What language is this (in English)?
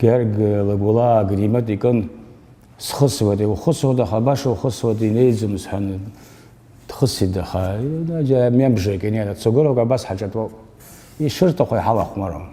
Abkhazian